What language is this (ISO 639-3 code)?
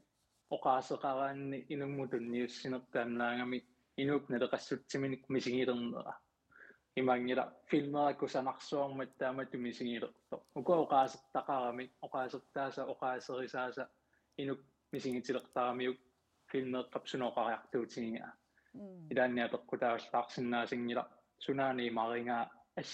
kal